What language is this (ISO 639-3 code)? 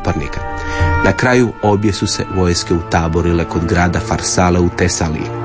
hrv